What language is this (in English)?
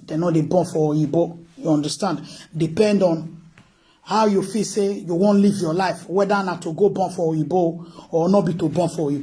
Nigerian Pidgin